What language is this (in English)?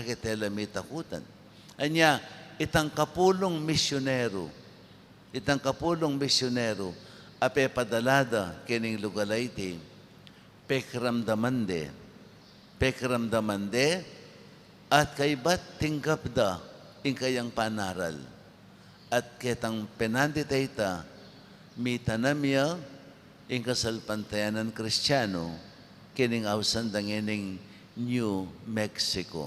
Pampanga